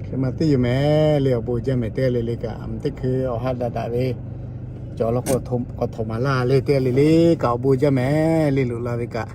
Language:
Lahu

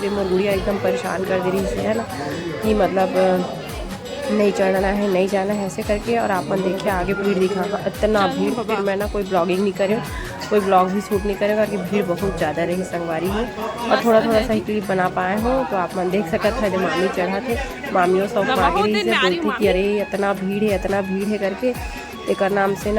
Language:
Chhattisgarhi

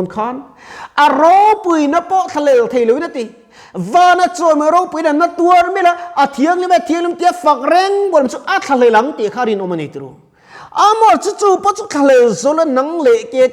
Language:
Mizo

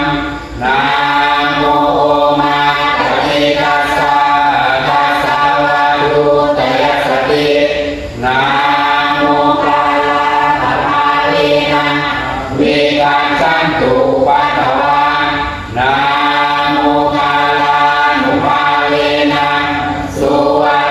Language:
Pali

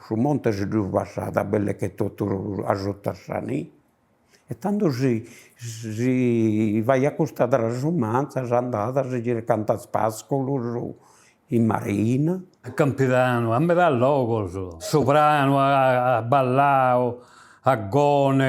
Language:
Sardinian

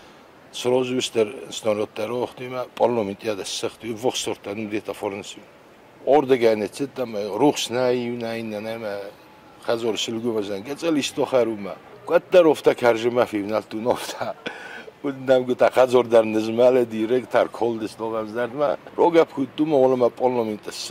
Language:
Ossetic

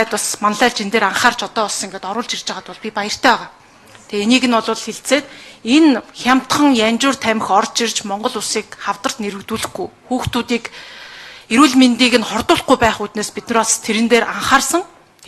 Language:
Mongolian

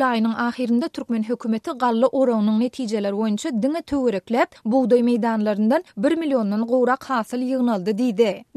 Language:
Turkmen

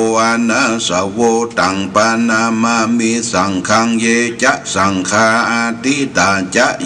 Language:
Pali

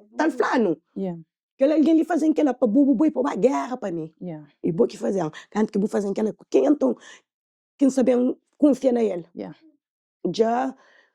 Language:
Kabuverdianu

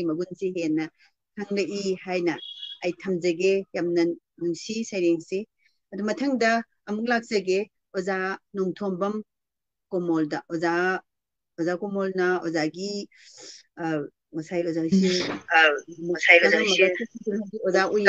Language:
Manipuri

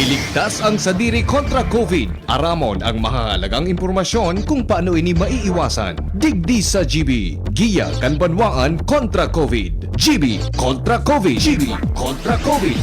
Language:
Bikol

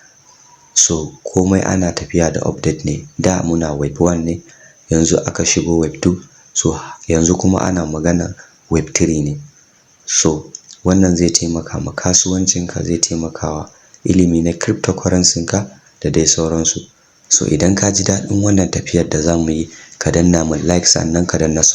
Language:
Hausa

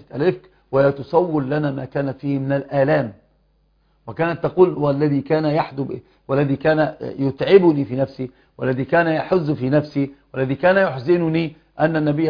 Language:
Arabic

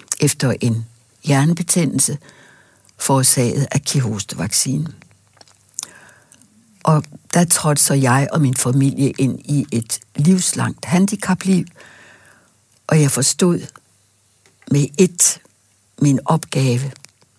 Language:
Danish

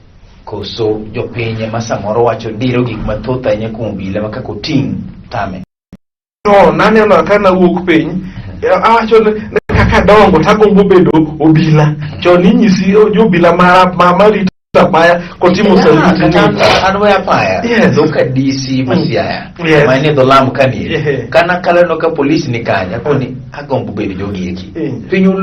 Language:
Luo (Kenya and Tanzania)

